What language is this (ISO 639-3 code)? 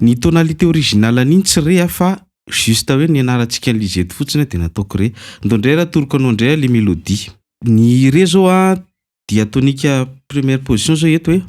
mlg